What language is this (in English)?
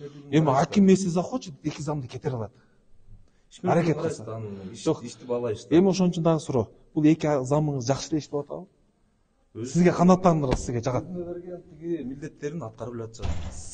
Kyrgyz